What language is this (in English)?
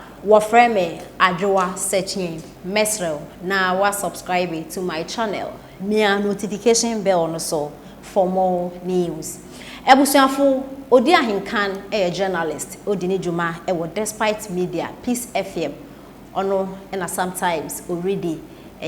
Akan